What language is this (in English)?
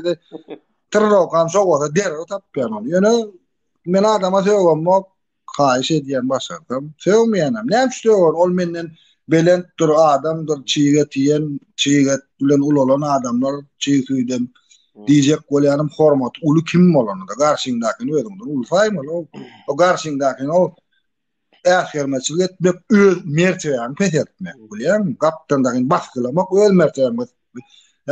Turkmen